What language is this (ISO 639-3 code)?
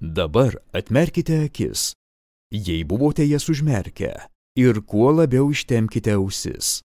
lit